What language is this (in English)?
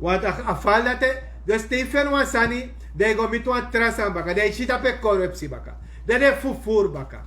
Sranan Tongo